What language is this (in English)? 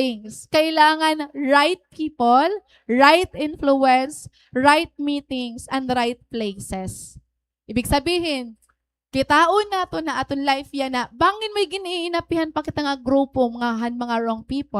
Waray